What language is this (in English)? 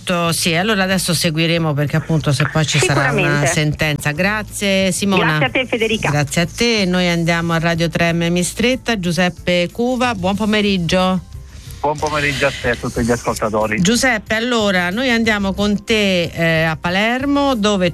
Italian